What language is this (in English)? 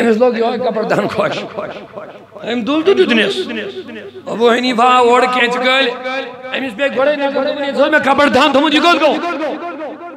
Kashmiri